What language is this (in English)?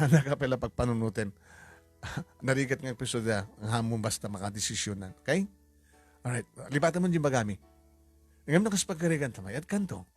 Iloko